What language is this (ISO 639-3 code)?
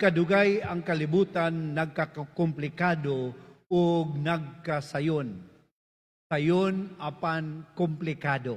ceb